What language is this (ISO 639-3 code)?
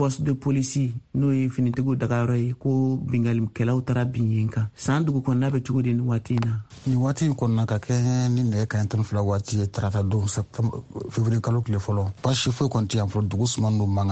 bam